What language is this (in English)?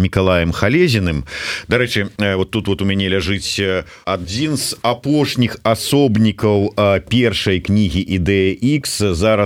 Belarusian